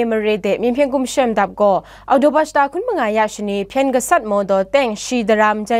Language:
Kachin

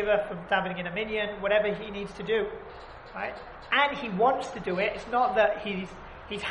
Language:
English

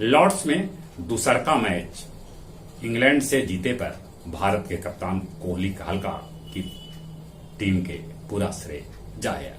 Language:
Magahi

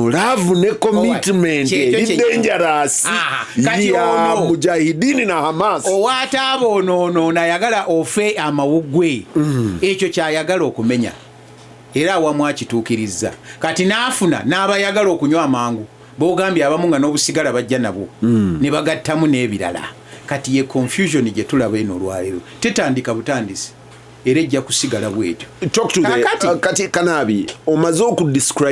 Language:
Ganda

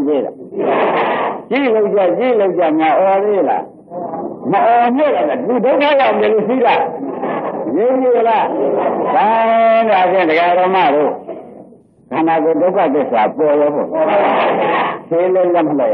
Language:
Burmese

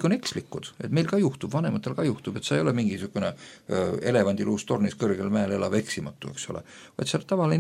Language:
Estonian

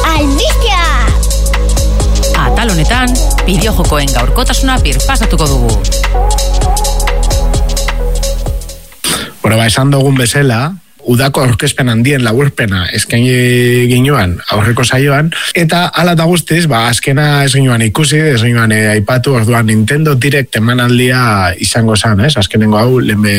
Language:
Basque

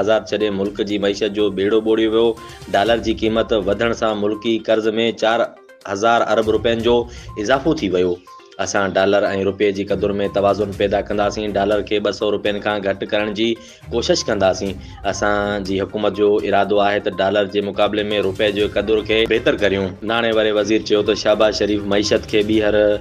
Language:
Sindhi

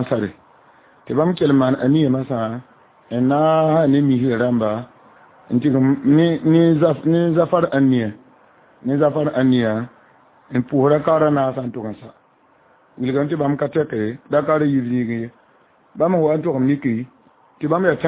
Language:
Mossi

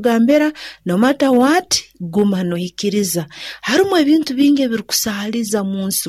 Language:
Nyankole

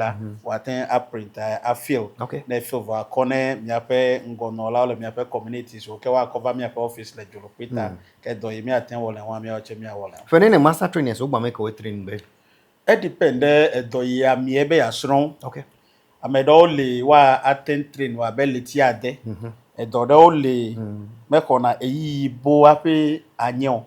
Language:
Ewe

